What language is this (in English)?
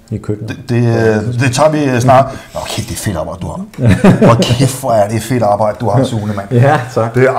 Danish